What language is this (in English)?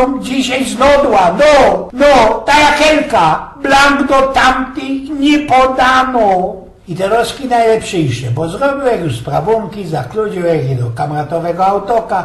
Silesian